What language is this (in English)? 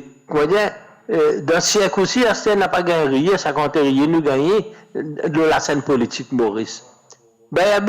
Morisyen